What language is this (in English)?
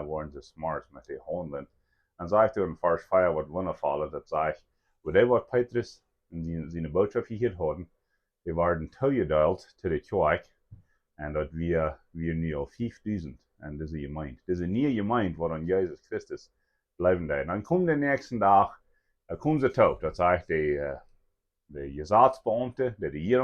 Plautdietsch